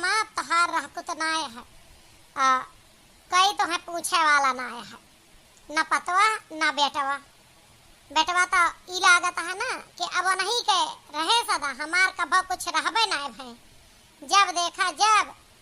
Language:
Awadhi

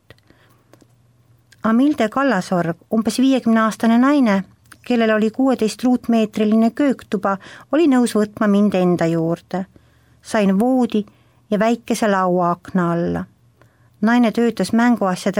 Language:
Estonian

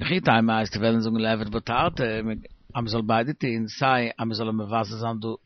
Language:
Yiddish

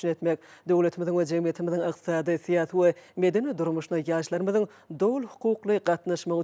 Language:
Turkmen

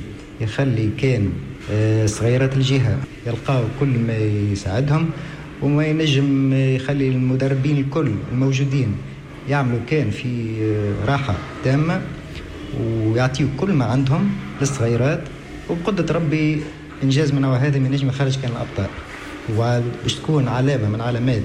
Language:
Tunisian Arabic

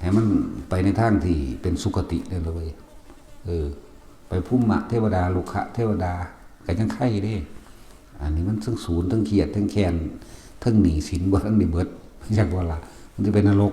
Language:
Northeastern Thai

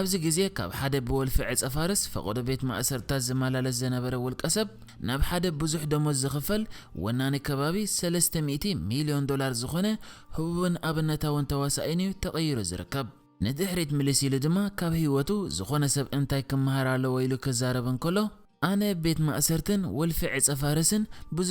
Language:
Tigrinya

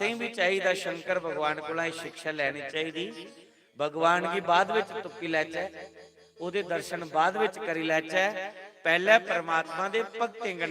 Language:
Dogri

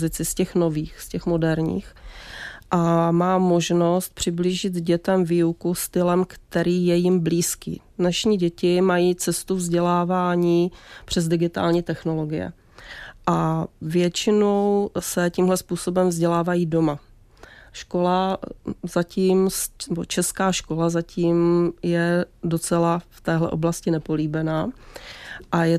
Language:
Czech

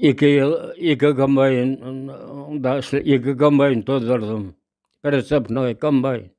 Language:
Bashkir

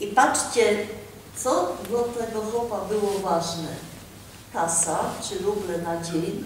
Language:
Silesian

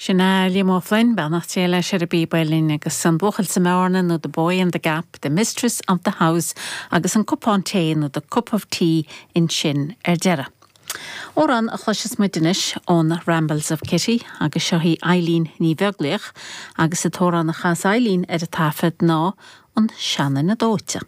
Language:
Irish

